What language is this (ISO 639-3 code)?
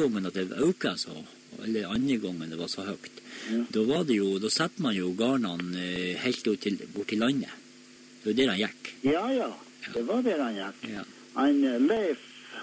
nor